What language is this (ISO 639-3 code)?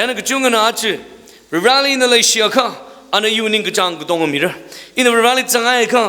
nmf